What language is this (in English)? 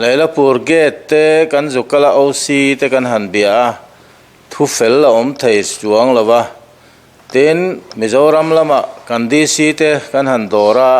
Mizo